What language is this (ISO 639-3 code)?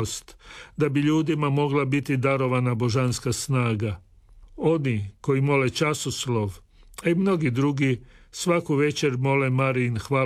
hrv